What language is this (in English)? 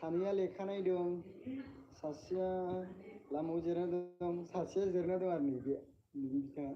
Bodo